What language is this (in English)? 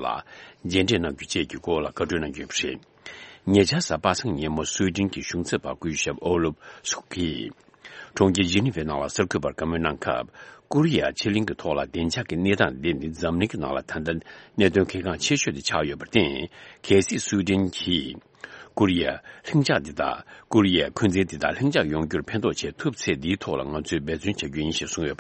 Tibetan